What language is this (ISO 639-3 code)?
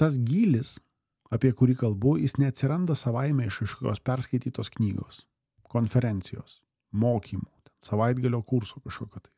lit